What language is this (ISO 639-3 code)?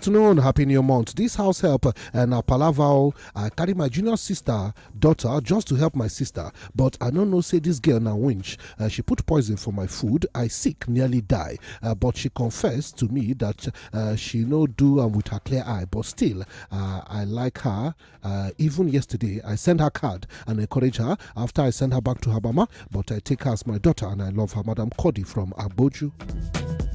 pcm